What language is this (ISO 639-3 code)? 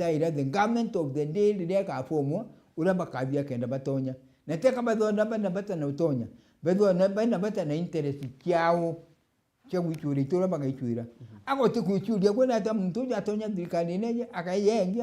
mer